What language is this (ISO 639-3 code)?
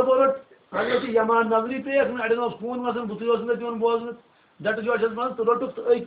kas